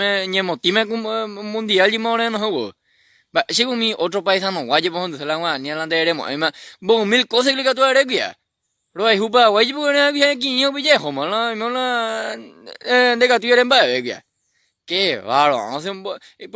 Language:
Guarani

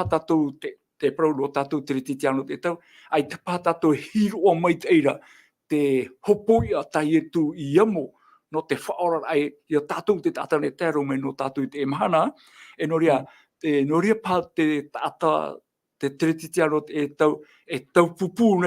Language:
Tahitian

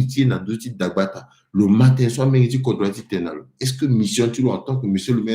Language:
Sango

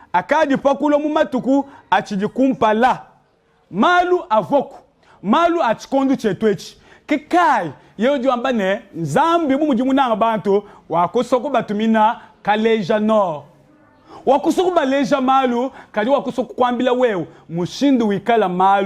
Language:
Luba-Lulua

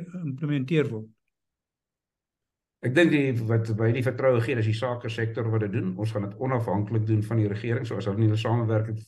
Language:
Afrikaans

